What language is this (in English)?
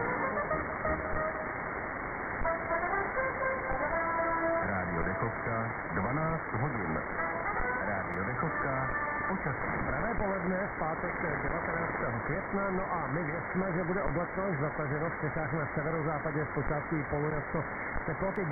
Czech